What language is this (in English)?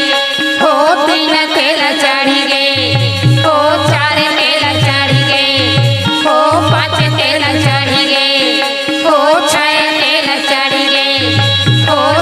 Chhattisgarhi